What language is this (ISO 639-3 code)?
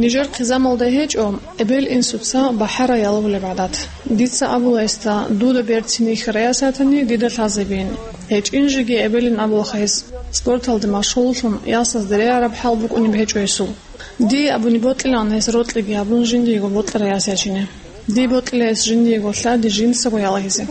ava